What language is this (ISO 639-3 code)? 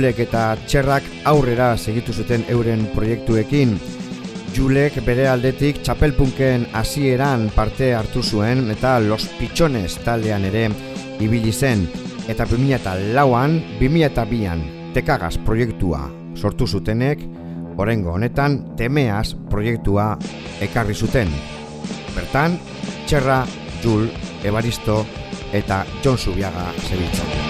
eus